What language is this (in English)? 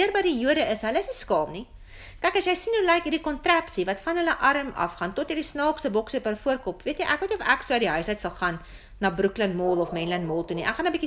Afrikaans